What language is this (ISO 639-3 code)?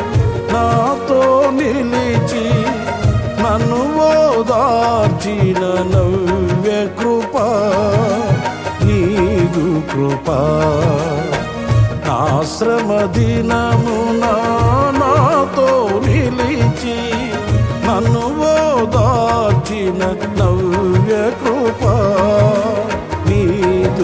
tel